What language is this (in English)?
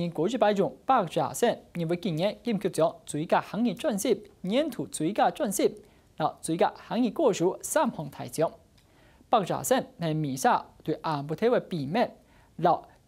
Hakka Chinese